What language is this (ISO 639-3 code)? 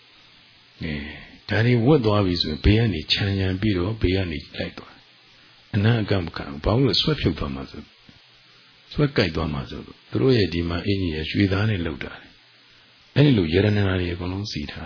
mya